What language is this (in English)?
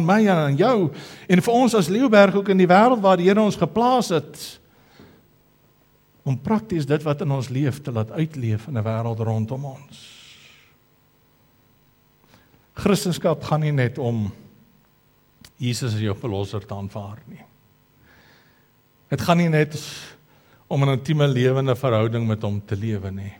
Afrikaans